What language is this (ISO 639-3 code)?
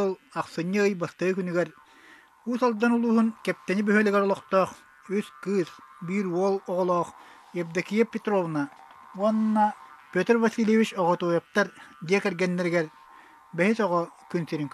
sah